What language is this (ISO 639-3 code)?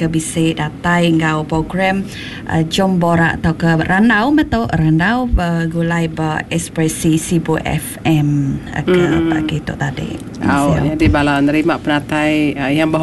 iba